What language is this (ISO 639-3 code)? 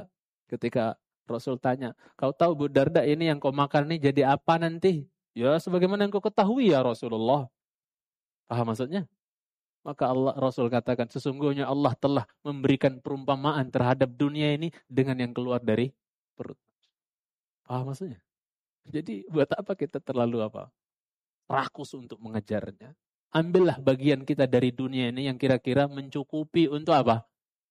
ind